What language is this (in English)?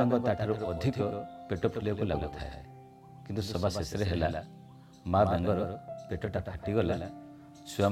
Odia